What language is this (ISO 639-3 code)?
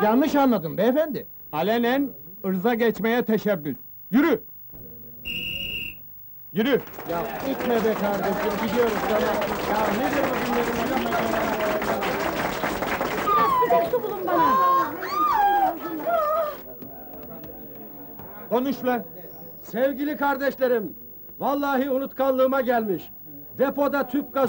tur